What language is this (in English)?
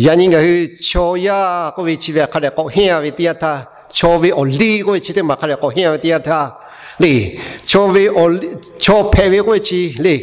Lahu